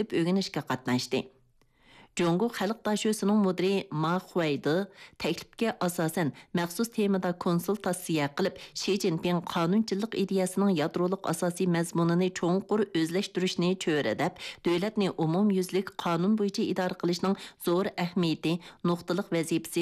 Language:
Uyghur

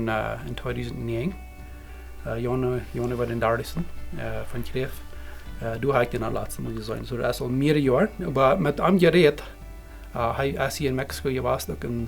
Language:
Plautdietsch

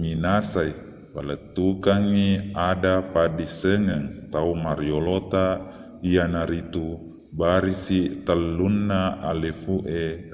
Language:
Buginese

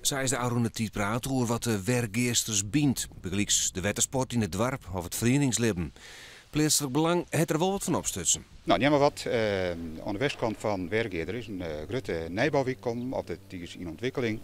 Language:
Western Frisian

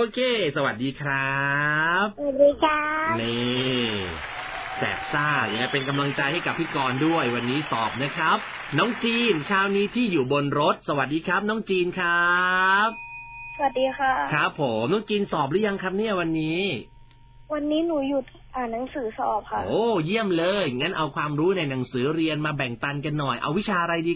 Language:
Thai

